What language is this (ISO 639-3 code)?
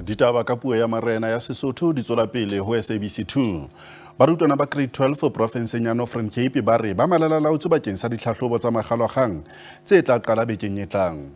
sot